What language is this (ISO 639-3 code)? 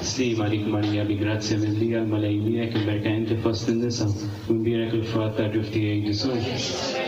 mlt